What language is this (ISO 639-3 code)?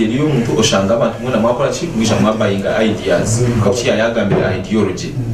nyn